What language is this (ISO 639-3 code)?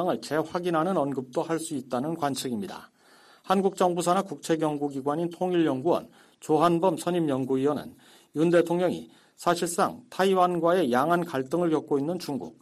kor